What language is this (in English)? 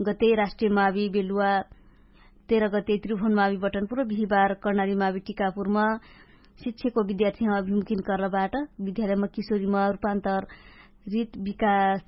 Dangaura Tharu